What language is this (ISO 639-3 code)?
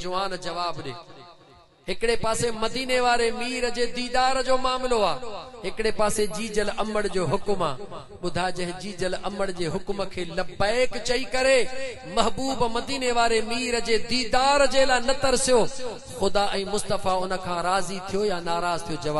snd